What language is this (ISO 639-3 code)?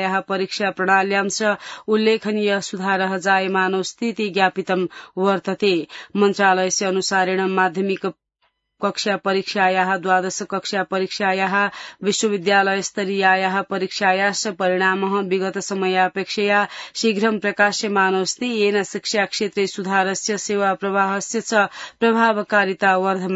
san